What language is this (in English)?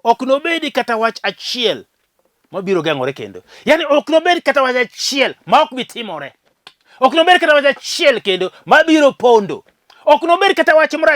Luo (Kenya and Tanzania)